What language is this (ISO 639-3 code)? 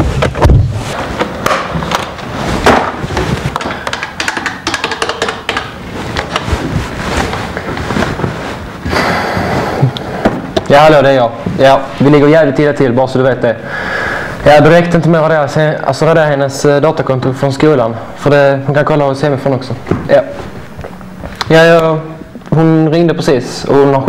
swe